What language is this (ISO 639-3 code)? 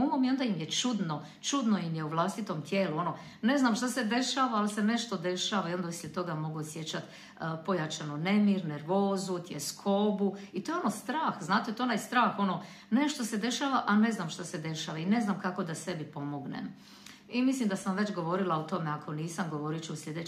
hrv